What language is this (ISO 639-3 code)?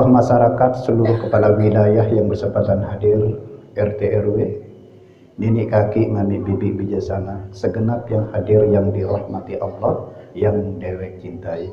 sas